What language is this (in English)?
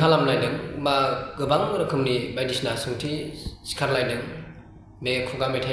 Bodo